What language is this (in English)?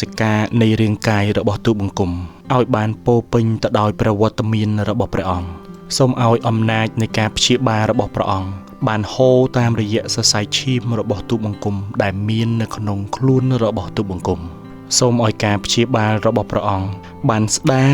Khmer